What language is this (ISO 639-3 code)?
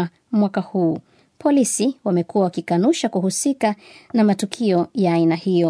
swa